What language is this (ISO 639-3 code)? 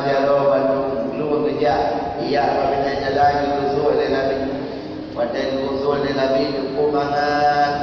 ace